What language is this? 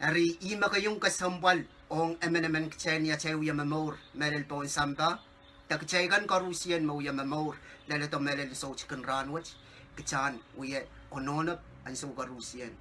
Pohnpeian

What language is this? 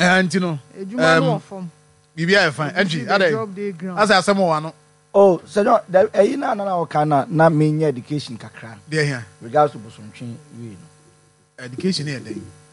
Akan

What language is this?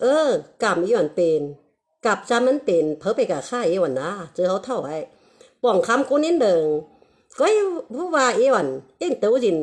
Shan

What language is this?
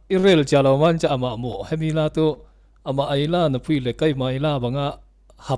Falam Chin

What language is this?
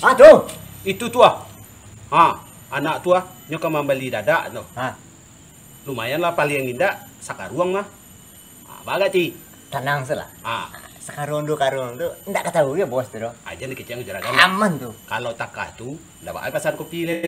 Minangkabau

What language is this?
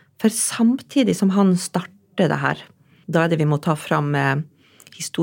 Norwegian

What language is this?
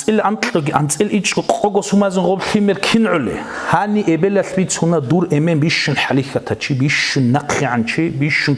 Avaric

